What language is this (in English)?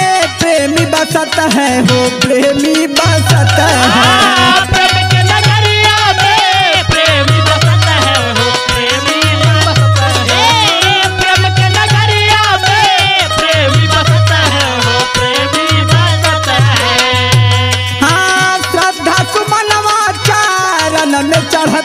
Bhojpuri